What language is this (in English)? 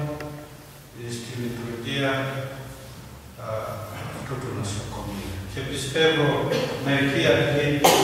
Greek